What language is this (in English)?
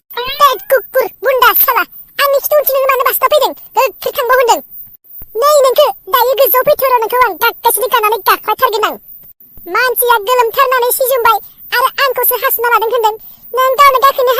Bodo